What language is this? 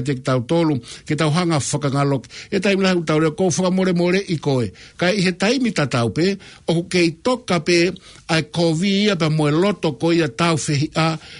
Tongan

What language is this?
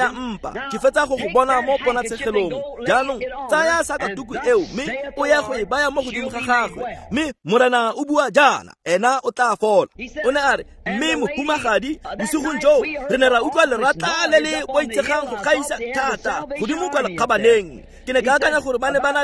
Tswana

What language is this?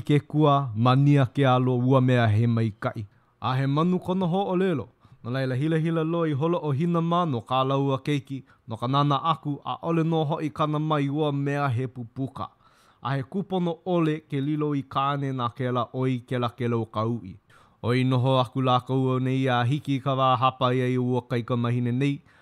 Hawaiian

